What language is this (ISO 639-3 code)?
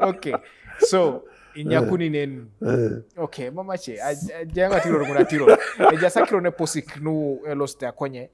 teo